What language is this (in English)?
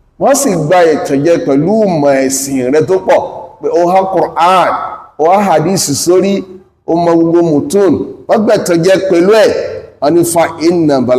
Yoruba